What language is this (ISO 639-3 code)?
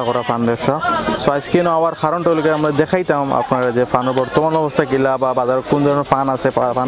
syl